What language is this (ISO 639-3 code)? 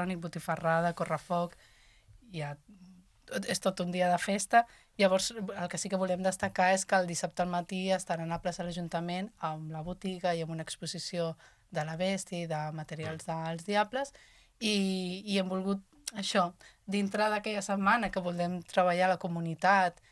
cat